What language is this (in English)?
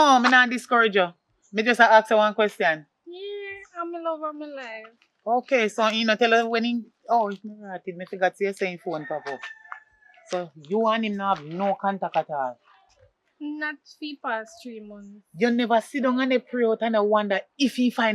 Jamaican Creole English